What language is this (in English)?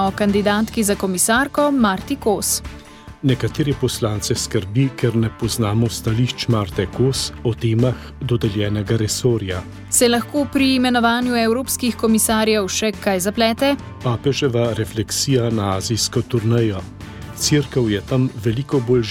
Slovenian